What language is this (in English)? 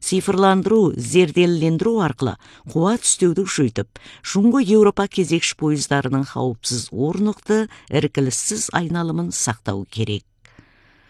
Kazakh